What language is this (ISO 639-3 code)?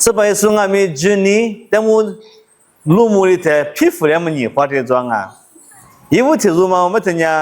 lis